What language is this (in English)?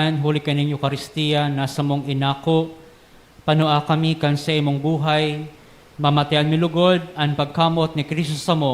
Bikol